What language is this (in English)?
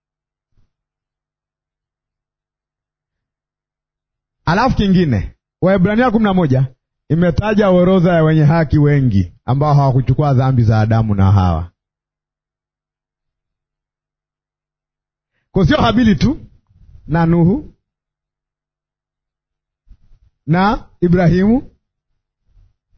Swahili